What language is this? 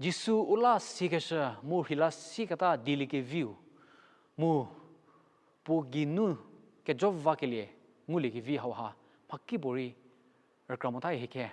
Angami Naga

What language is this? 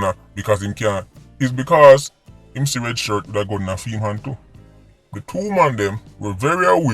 Jamaican Creole English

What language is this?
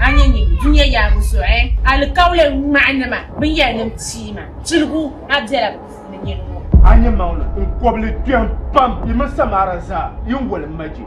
Dagbani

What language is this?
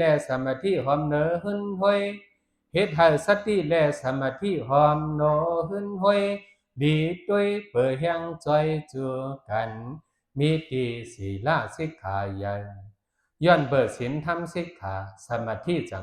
Shan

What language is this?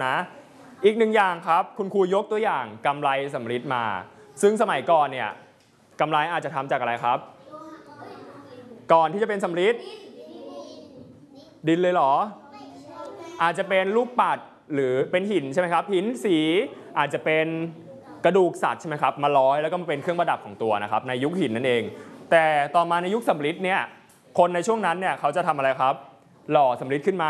Thai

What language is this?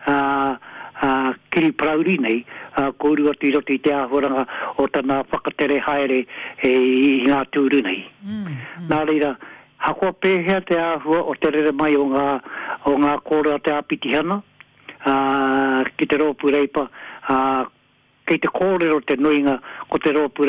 Māori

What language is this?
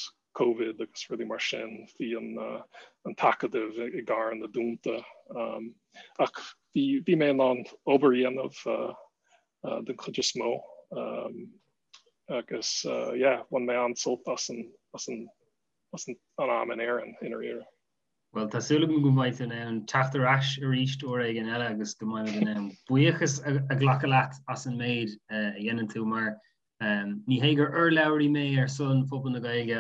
Irish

